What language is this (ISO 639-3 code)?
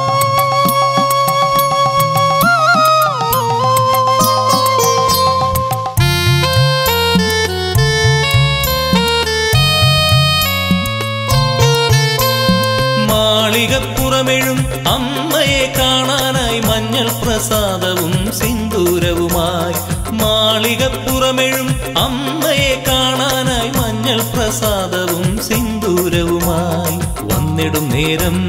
mal